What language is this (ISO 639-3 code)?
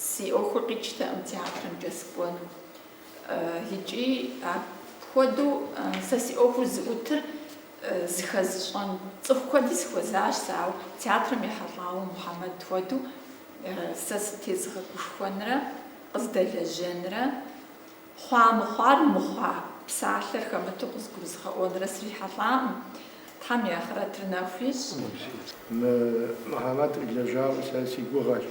kbd